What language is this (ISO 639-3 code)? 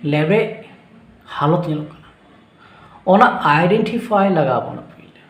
sat